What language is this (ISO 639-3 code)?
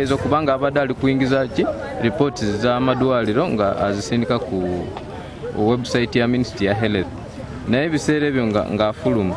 lug